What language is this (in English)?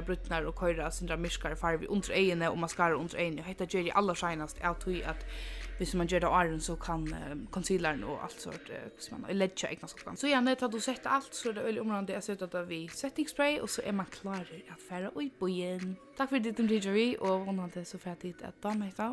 Faroese